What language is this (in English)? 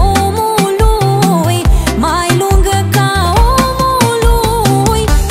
Romanian